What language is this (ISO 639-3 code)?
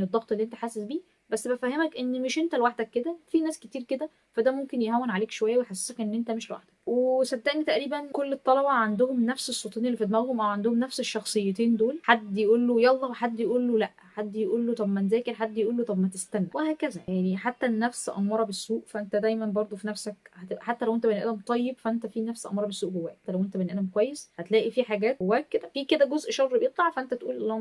arz